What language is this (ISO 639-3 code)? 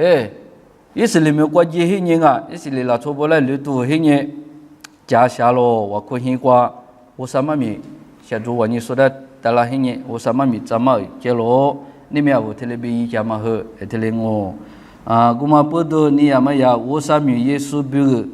lis